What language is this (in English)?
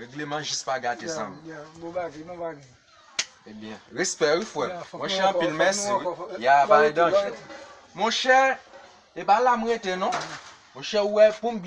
Haitian Creole